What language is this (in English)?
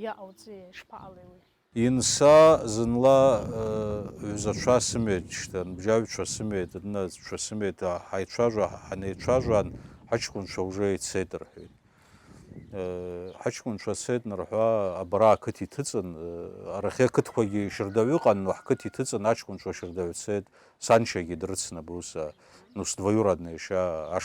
Abkhazian